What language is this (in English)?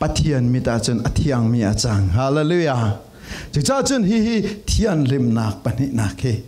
Falam Chin